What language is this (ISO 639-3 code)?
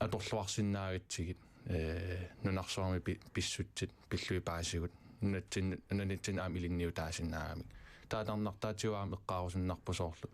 kal